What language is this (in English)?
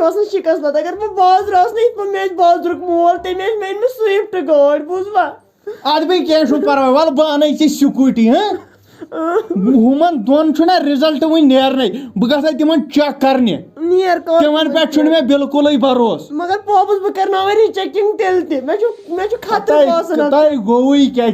Kashmiri